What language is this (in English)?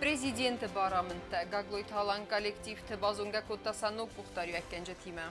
Ossetic